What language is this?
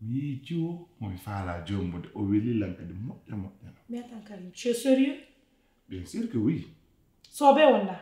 Pular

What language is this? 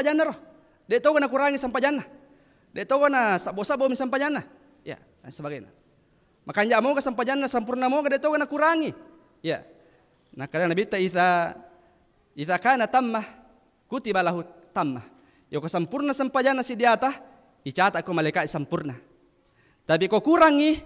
Buginese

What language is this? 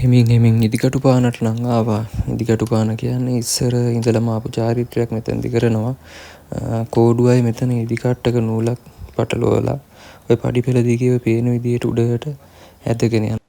Sinhala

